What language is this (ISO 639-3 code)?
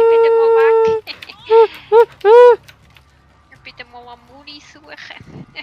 gsw